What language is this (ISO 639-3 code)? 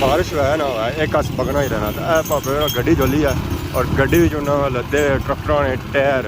phr